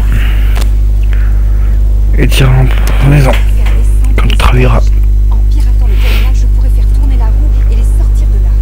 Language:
French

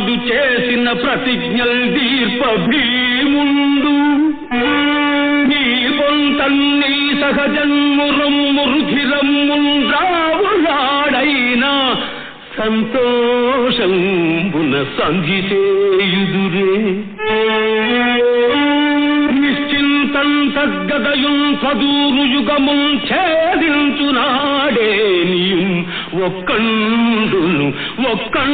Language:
Telugu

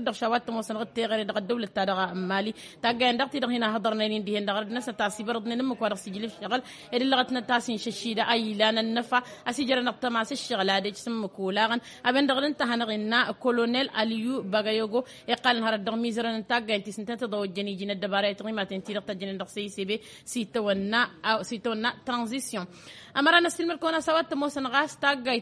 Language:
Tamasheq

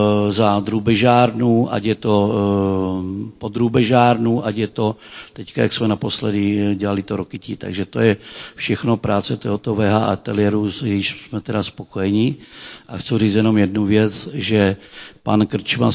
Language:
Czech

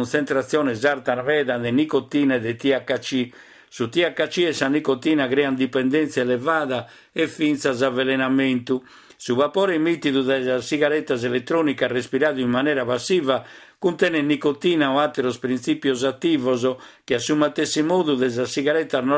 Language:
Sardinian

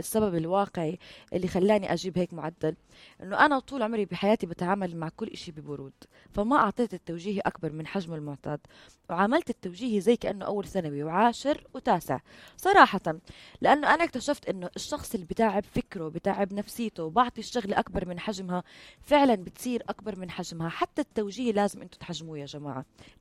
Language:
North Levantine Arabic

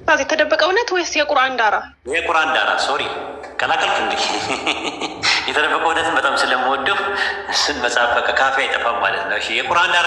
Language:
Amharic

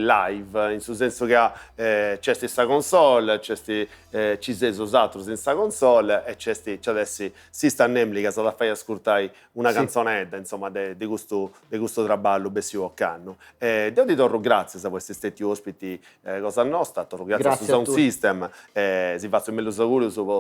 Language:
Sardinian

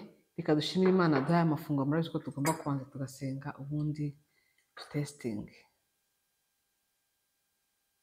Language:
Kinyarwanda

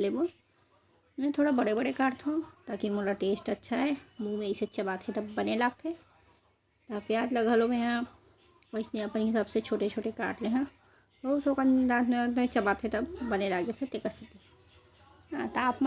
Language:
Chhattisgarhi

